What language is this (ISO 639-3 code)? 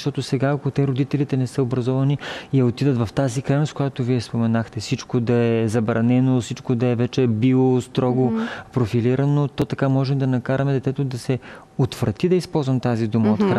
bul